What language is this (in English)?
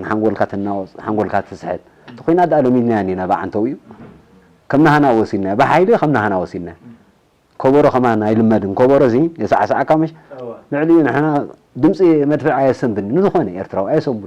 Tigrinya